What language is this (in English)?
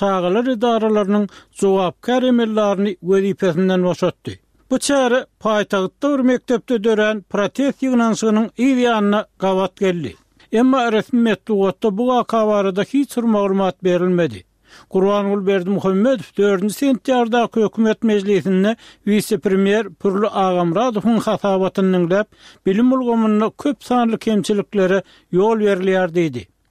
Turkmen